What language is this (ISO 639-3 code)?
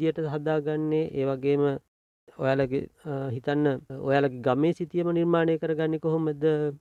sin